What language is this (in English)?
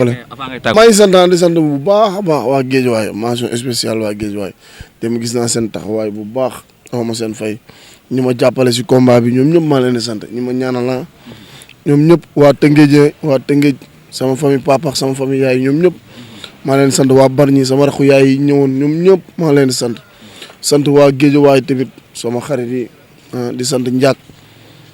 Wolof